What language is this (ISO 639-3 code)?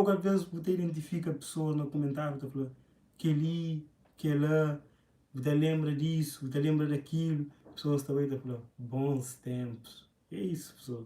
kea